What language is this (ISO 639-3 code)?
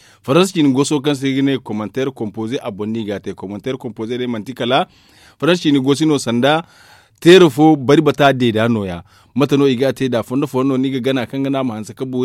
dje